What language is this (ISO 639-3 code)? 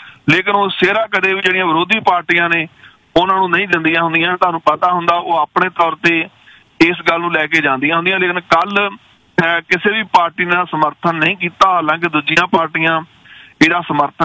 pan